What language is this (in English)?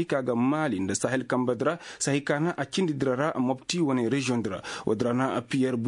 Koyraboro Senni